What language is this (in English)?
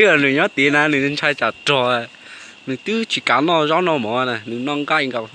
Hmong